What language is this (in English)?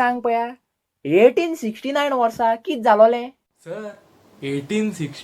Konkani